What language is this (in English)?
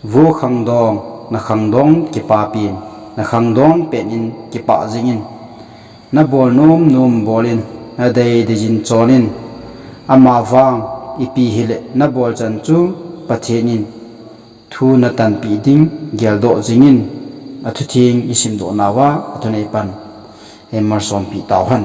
Thado Chin